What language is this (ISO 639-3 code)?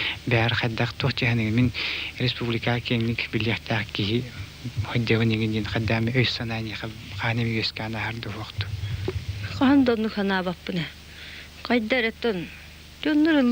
sah